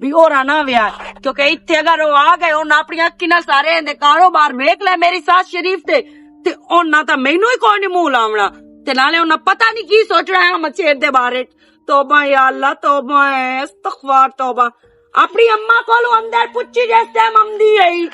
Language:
Western Panjabi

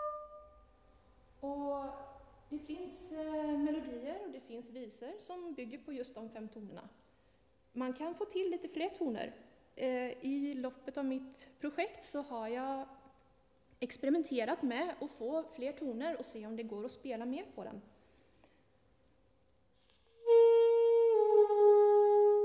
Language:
Swedish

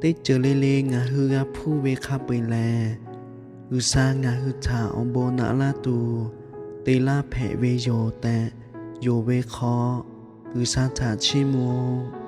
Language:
Lahu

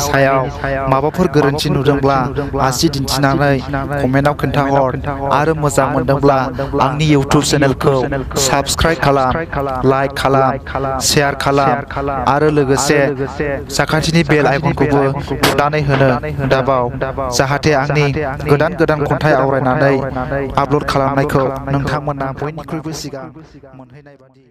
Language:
Bodo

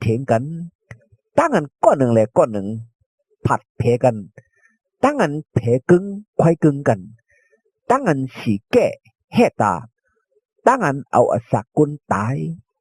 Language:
Shan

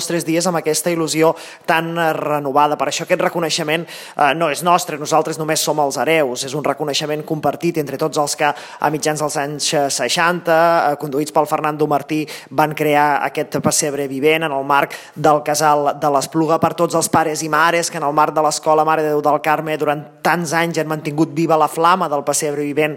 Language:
Catalan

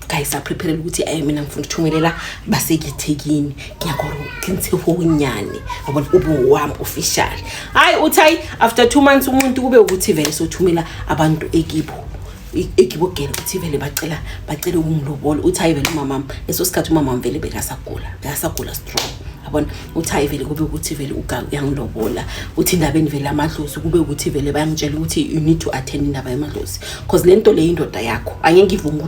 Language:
Zulu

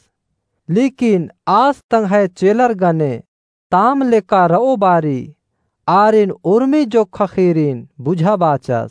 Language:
Kurukh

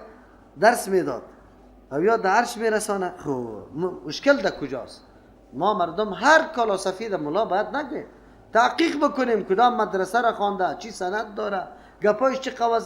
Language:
Persian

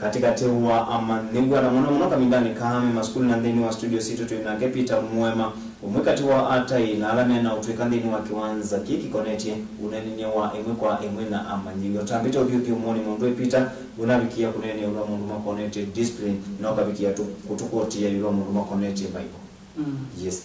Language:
Kamba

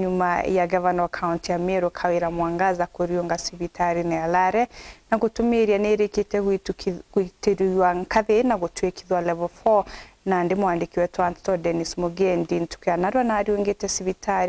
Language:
Meru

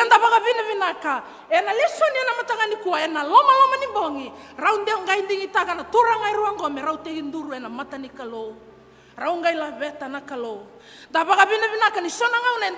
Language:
Fijian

